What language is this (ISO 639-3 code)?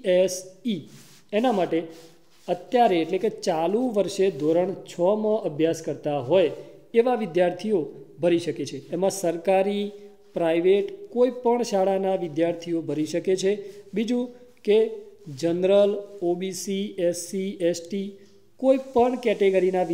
guj